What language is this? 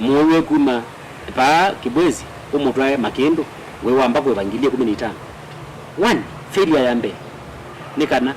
Kamba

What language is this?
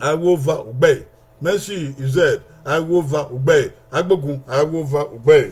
Bini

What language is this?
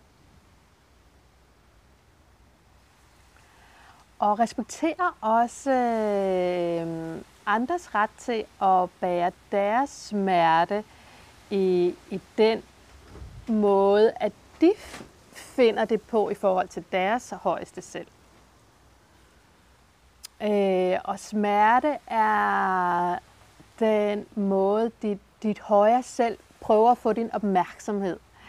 Danish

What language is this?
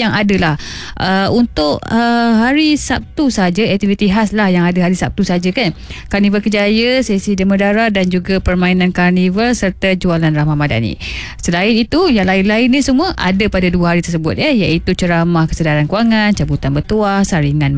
Malay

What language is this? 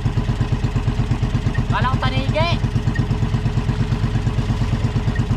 Filipino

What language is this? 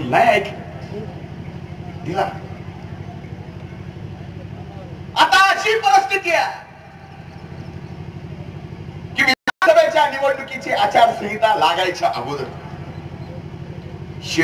Marathi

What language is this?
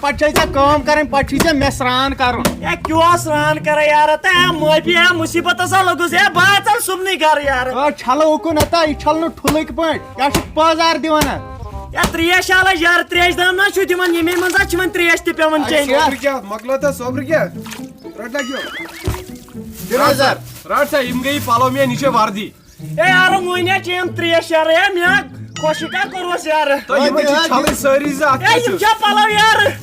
Kashmiri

